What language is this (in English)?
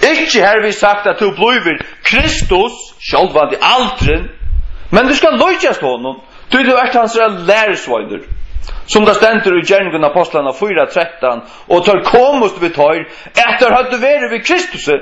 Faroese